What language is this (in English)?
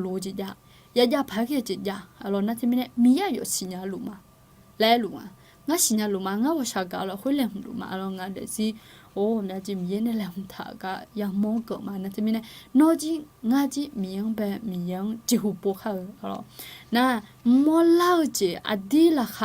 Akha